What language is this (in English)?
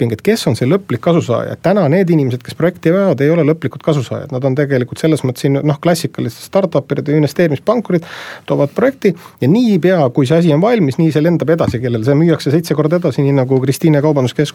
Estonian